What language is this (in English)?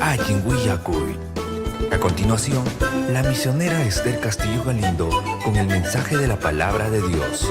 Ayacucho Quechua